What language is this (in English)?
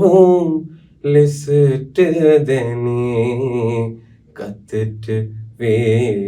Sinhala